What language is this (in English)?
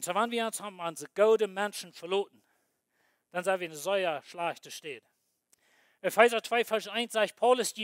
Plautdietsch